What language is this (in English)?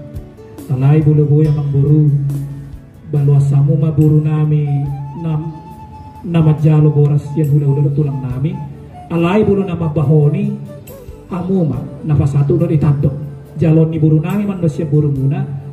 Batak Toba